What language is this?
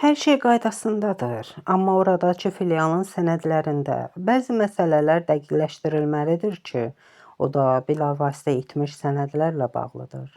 Azerbaijani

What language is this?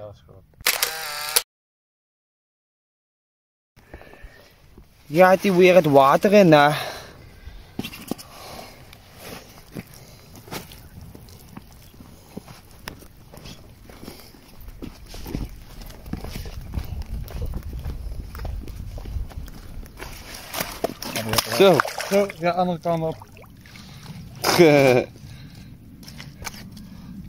Dutch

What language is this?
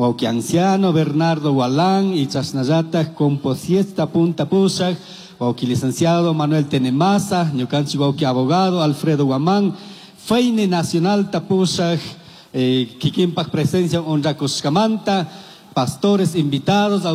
Chimborazo Highland Quichua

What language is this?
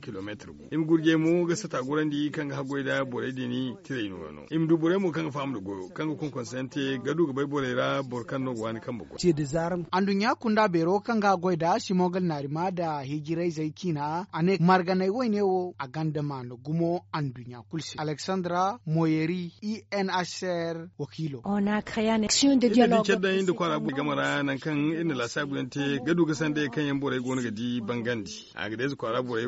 Zarma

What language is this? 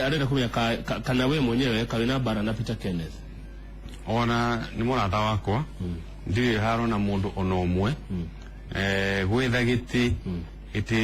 Kikuyu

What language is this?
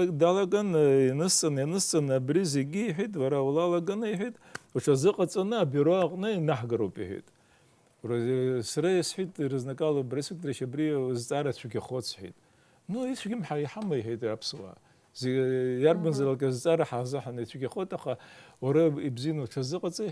Abkhazian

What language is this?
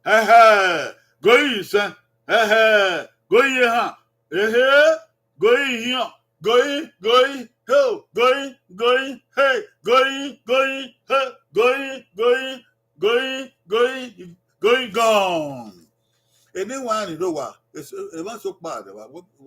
Bini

